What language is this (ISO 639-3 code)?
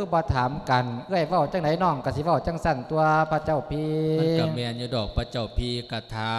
lao